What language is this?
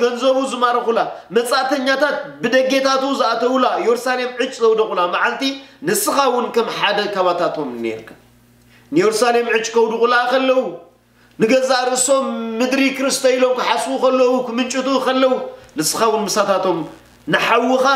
Tigrinya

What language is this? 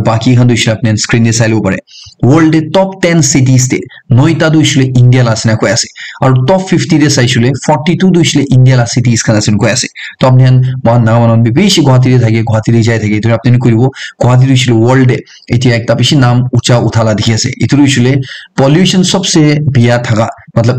Naga Pidgin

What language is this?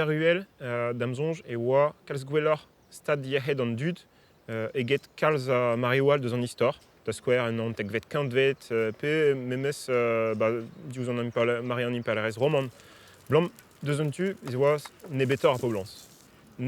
Breton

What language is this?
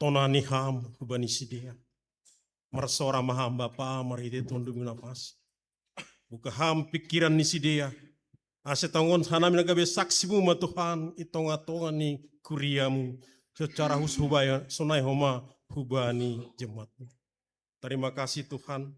Batak Simalungun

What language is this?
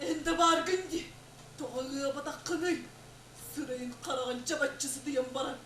Yakut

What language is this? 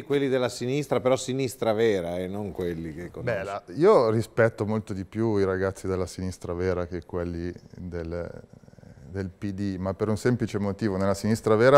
Italian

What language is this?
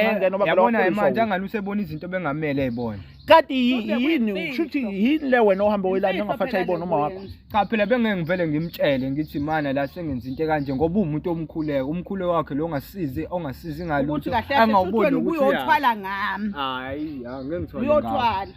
Zulu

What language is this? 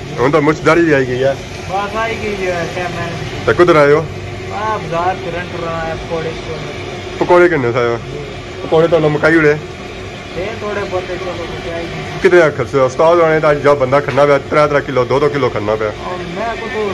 Pahari-Potwari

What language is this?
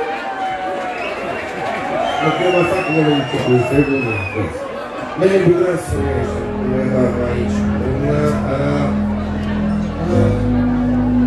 Romanian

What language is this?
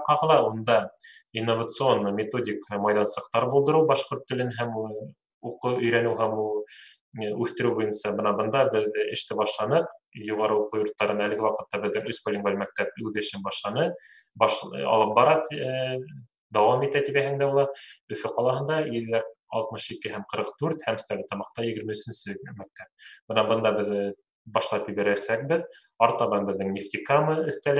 Bashkir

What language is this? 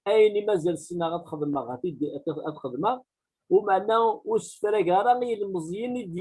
Kabyle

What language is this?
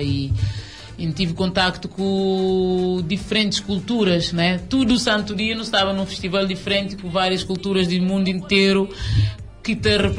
Kabuverdianu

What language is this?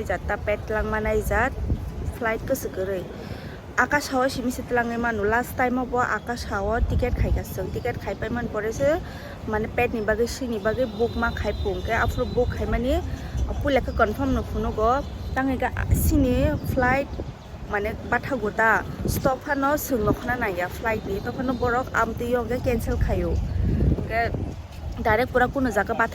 Kok Borok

